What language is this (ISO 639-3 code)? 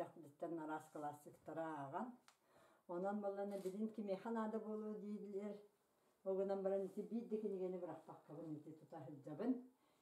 sah